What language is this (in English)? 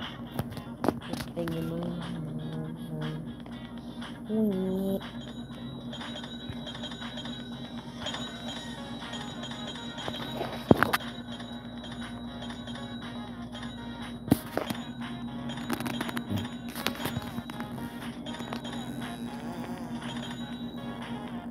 Portuguese